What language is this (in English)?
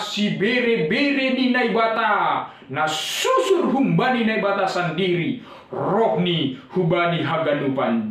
Batak Simalungun